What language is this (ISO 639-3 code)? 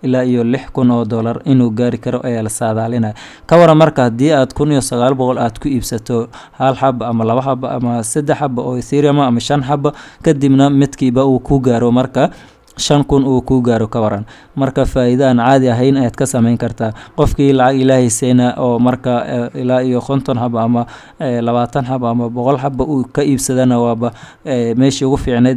som